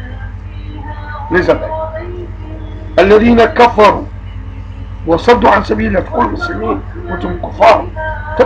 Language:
Arabic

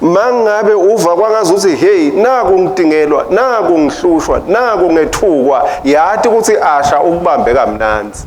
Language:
Swati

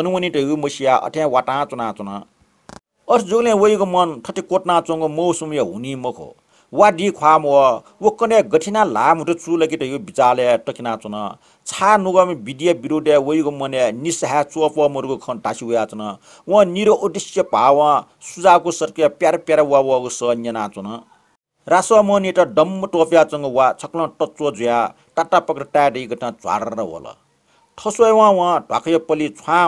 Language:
Newari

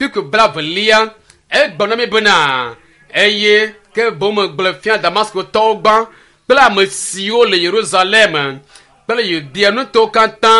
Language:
Ewe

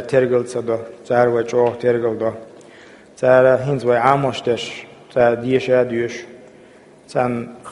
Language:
Chechen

